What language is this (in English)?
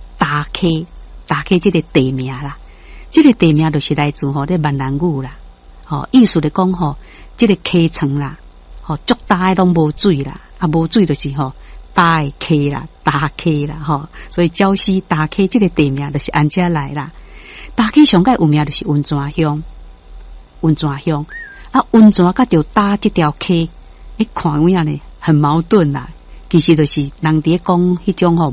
Min Nan Chinese